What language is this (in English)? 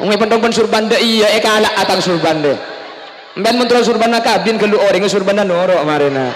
Madurese